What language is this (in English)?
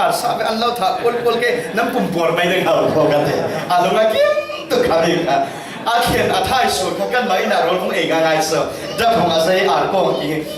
Falam Chin